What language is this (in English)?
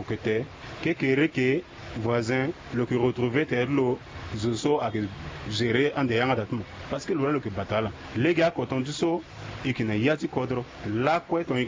Sango